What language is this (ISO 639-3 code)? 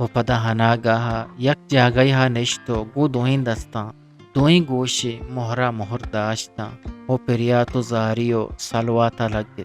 bgp